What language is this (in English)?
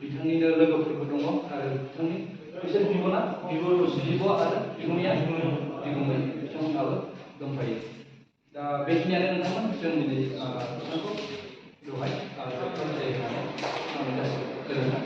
Bodo